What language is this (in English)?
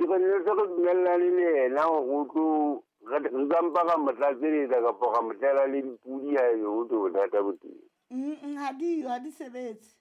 Southern Sotho